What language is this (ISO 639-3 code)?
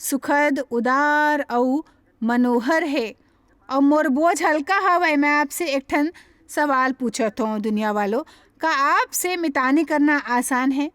hne